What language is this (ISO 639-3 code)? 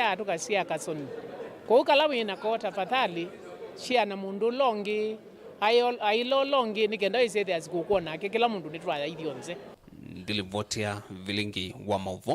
kam